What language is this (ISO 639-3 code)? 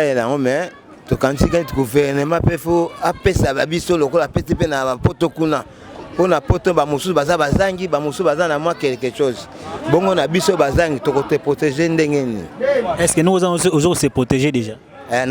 lin